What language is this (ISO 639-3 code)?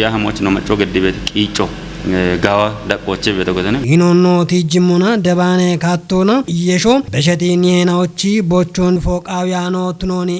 kbr